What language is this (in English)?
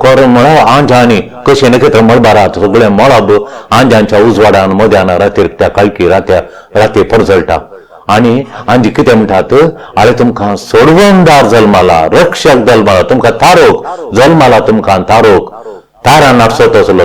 Konkani